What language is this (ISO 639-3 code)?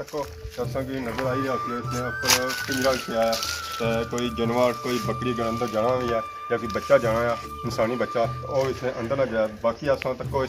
phr